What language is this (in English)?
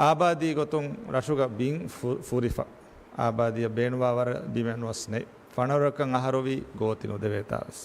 Divehi